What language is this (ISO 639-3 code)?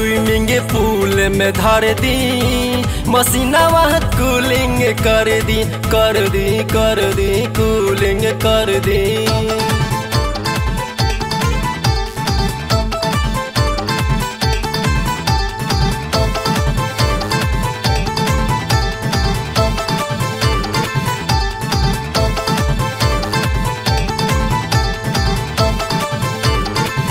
bho